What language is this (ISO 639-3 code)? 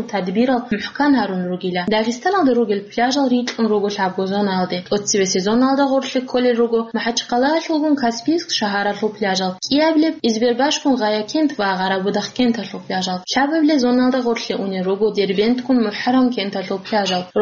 ava